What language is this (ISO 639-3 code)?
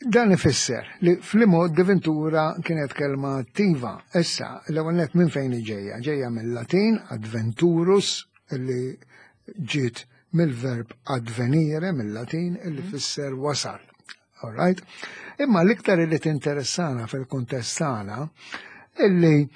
mlt